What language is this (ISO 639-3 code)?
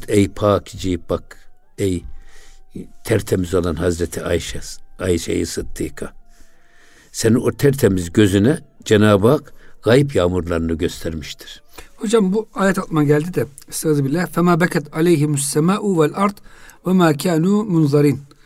tur